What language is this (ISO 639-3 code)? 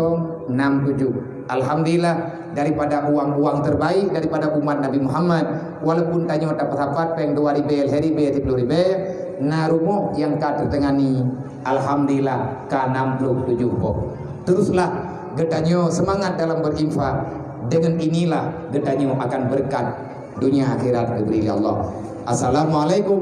ace